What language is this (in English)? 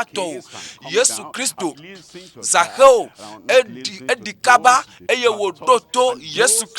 Ewe